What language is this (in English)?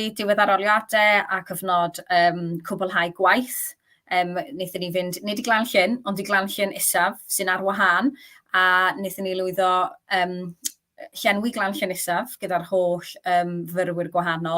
Welsh